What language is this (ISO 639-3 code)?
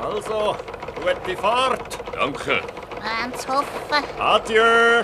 gsw